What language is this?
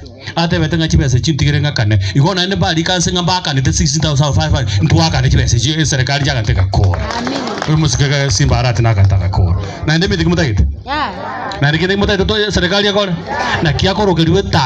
Gusii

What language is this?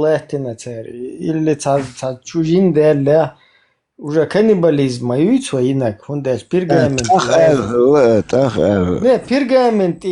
Chechen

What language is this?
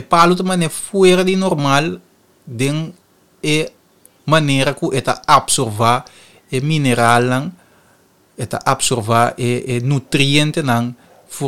Papiamento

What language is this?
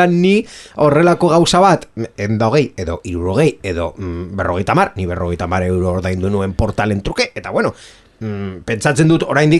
Basque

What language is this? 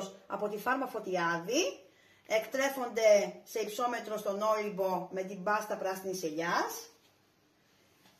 Greek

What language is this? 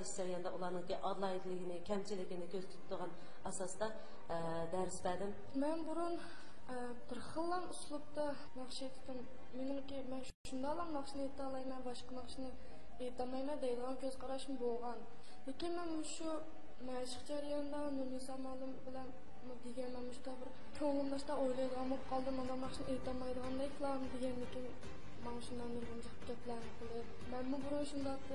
Uyghur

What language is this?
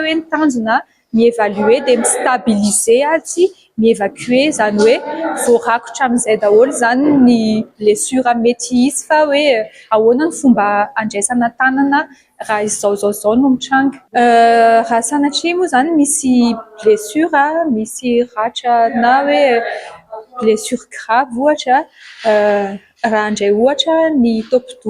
Malagasy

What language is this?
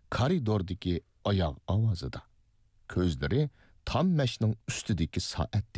Uyghur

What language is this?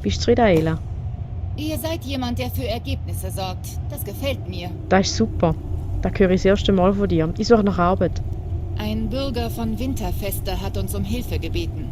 Swiss German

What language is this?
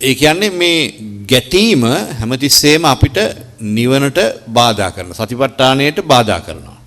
Sinhala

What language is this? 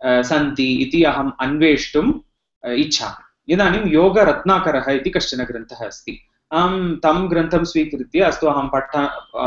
Sanskrit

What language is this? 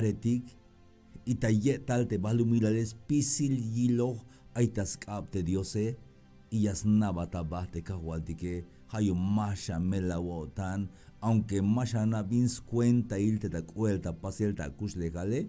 Tzeltal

